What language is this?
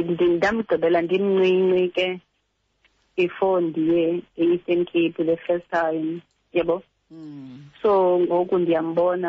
Xhosa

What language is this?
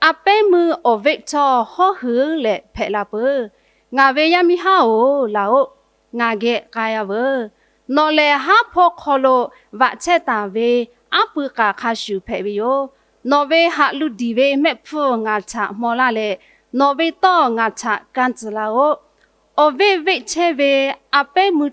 Lahu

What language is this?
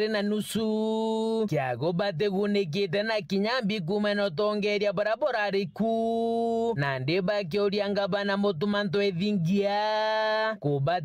Meru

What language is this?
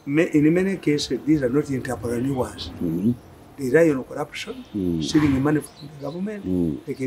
English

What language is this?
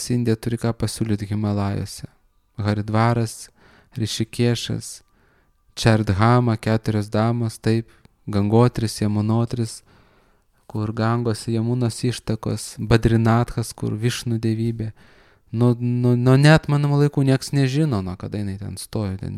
Lithuanian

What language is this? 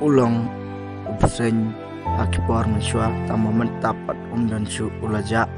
Khasi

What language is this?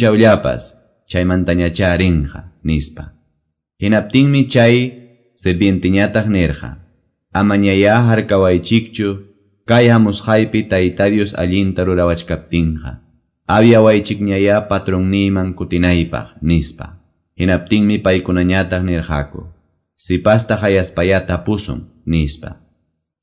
Quechua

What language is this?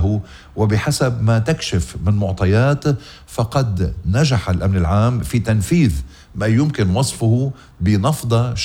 North Levantine Arabic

